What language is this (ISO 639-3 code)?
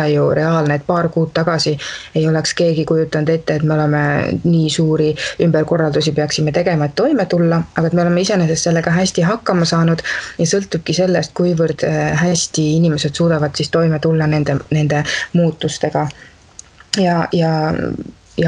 est